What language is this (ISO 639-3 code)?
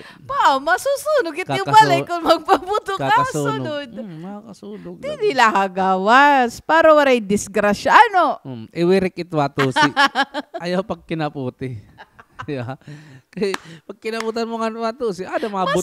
war